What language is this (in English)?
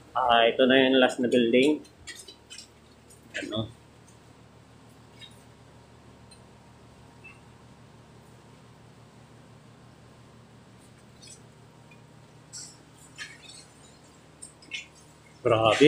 Filipino